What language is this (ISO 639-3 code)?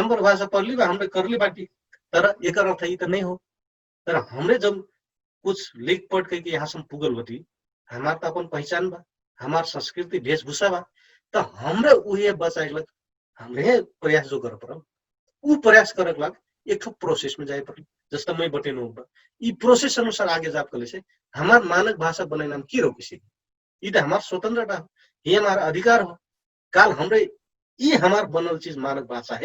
thl